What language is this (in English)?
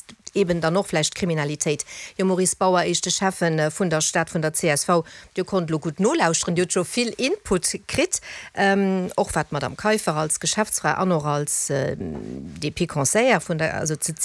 Luxembourgish